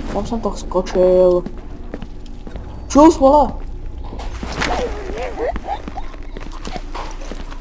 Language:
Czech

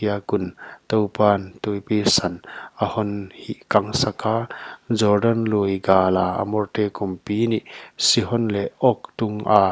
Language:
Paite Chin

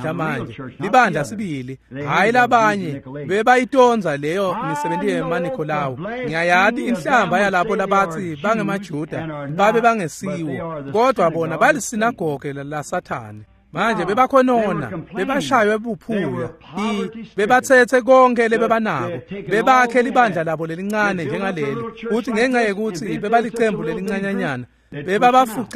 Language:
Swati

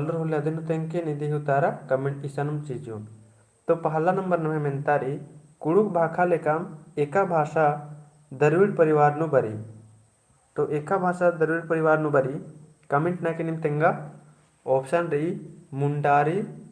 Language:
Kurukh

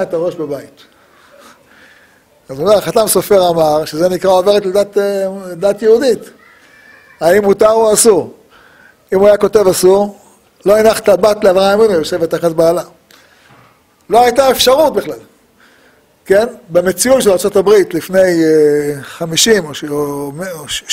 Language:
Hebrew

